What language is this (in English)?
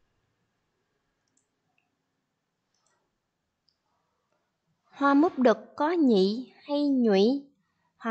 Vietnamese